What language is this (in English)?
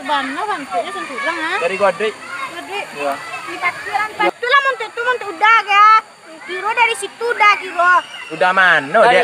Minangkabau